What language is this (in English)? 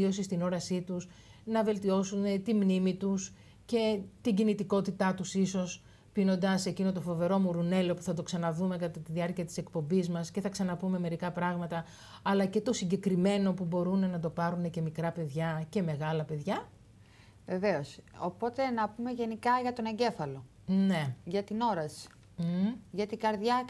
Greek